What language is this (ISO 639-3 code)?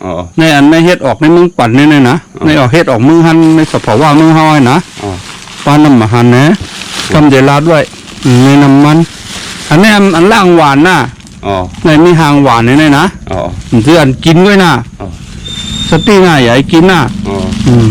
shn